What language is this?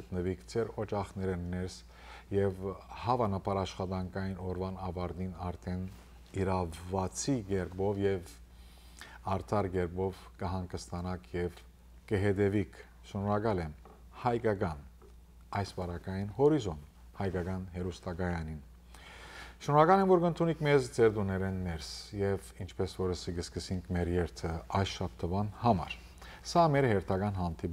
Western Armenian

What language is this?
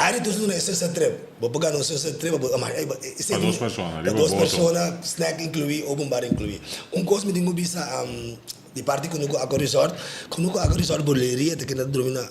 Papiamento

